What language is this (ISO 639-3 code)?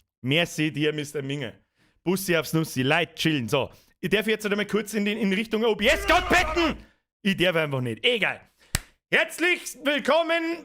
bar